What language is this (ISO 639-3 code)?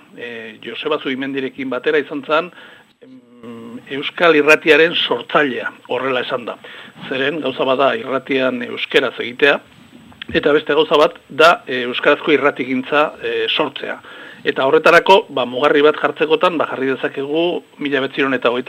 eus